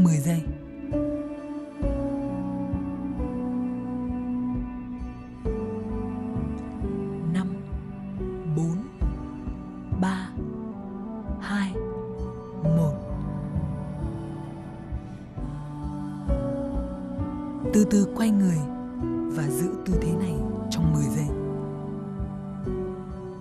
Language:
Vietnamese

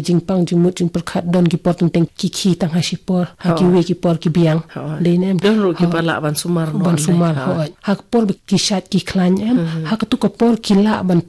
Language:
Khasi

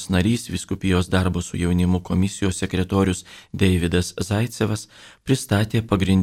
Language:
Lithuanian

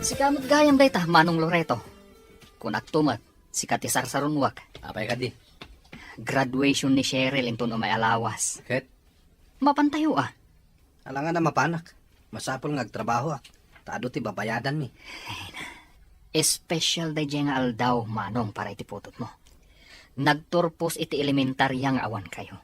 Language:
Iloko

